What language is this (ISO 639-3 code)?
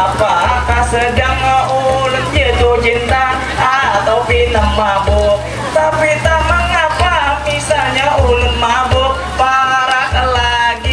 bjn